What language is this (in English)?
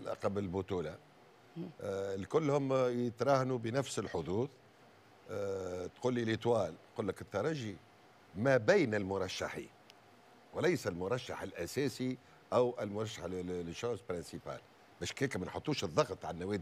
Tunisian Arabic